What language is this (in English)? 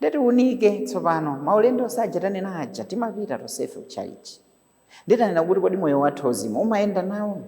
Nyanja